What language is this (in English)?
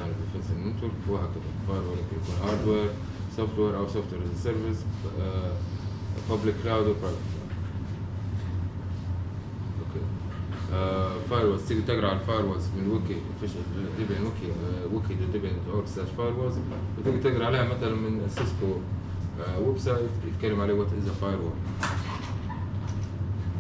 Arabic